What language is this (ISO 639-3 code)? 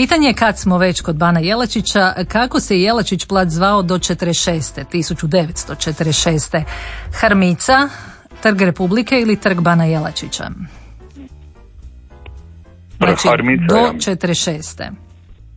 hrv